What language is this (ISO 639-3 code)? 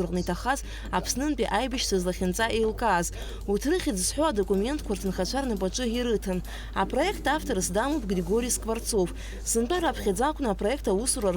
abk